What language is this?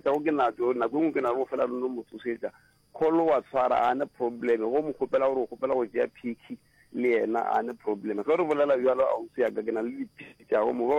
Northern Sotho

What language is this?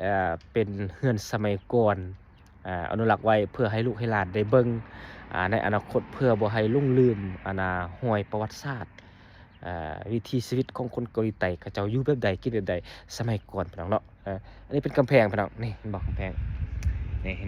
Lao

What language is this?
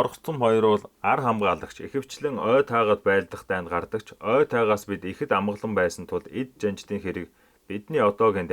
Mongolian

